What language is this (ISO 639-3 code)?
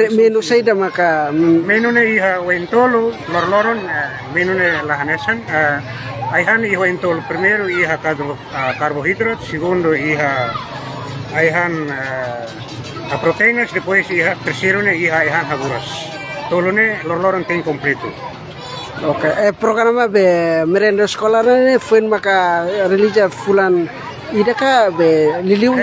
tet